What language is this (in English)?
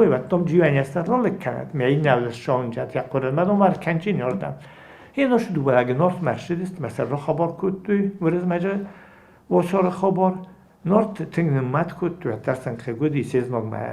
Ossetic